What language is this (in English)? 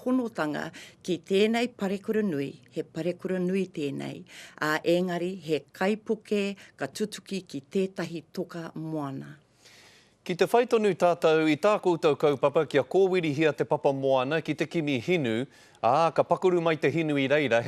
Māori